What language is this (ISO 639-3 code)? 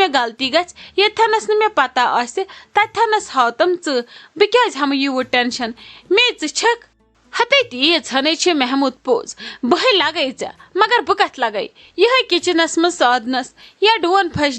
kas